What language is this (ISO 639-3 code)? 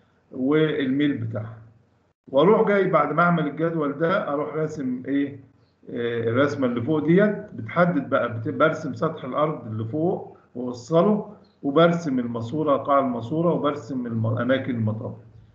arz